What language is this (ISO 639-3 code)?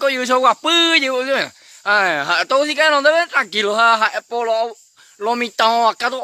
grn